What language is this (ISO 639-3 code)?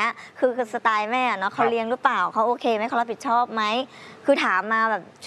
tha